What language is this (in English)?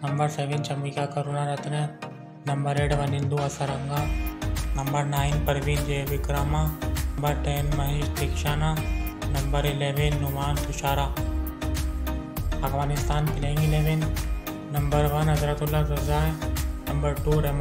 Hindi